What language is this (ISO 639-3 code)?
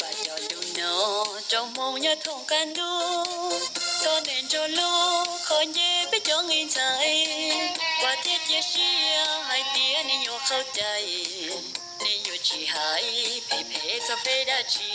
hmn